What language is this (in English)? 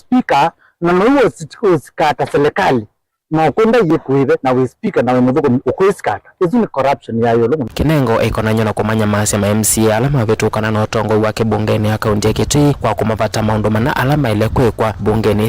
Kamba